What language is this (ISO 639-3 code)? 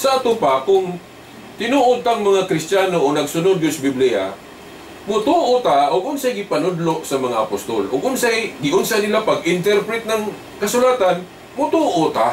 ceb